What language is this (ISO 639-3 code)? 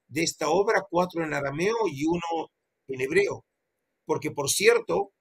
spa